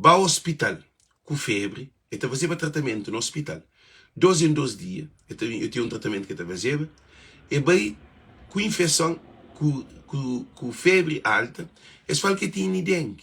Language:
Kabuverdianu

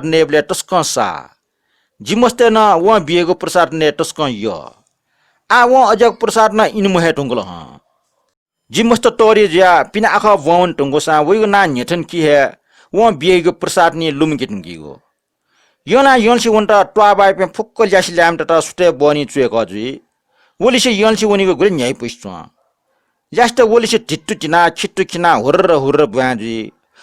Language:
Newari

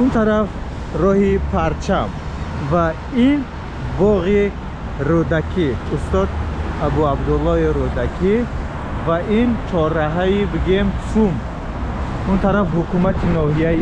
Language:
Tajik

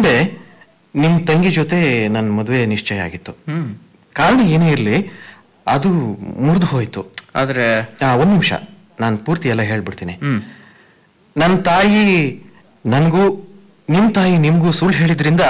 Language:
Kannada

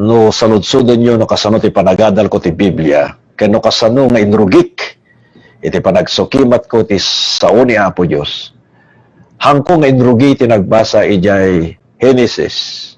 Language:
Iloko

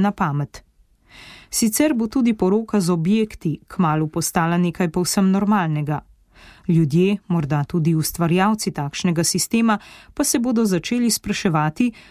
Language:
Slovenian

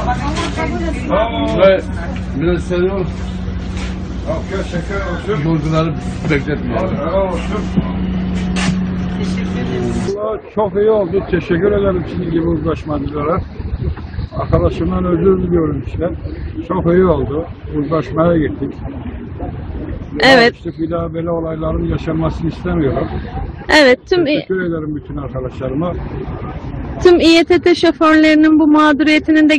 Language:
Turkish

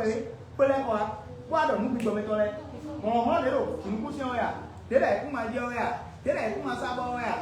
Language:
Fon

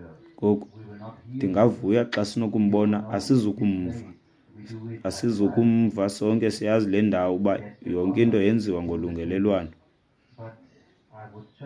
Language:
Xhosa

